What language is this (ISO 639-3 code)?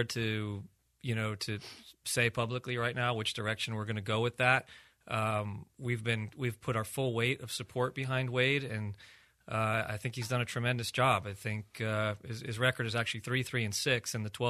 eng